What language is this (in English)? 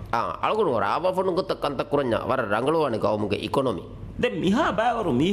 Divehi